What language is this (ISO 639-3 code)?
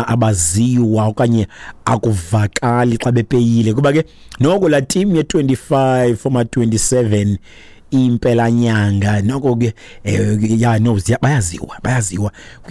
xho